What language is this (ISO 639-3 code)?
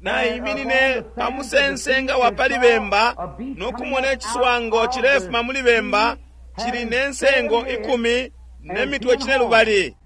bem